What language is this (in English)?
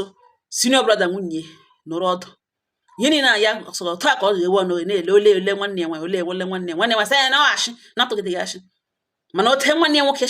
Igbo